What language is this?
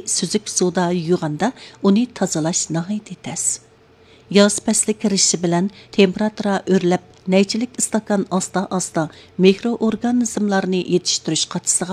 Uyghur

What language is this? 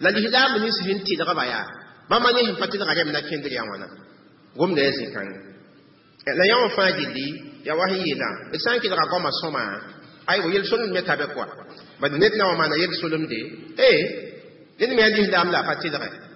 Mossi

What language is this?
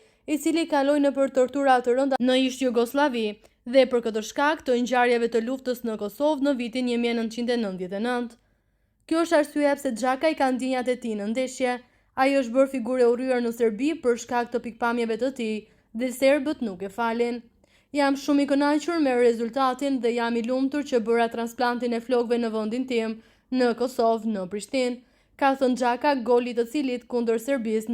Albanian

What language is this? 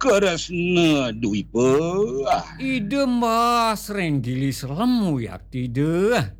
Balinese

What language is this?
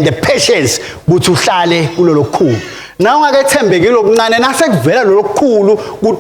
Swati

